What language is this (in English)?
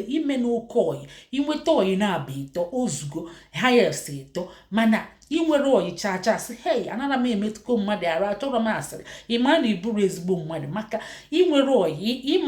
Igbo